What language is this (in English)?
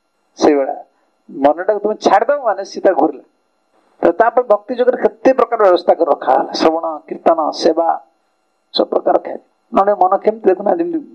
Odia